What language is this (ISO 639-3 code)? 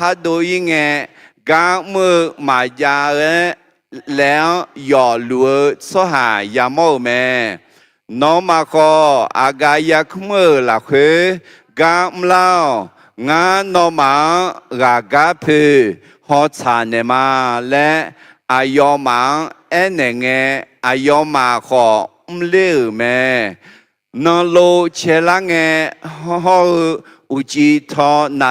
ahk